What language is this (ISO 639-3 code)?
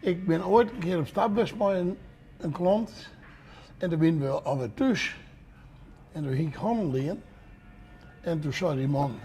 fry